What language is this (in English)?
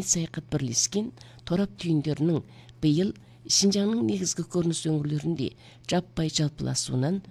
Kazakh